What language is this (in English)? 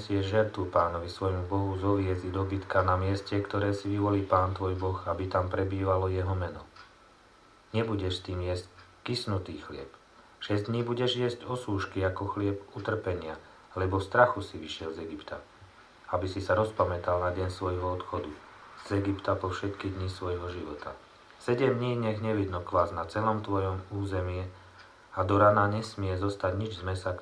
Slovak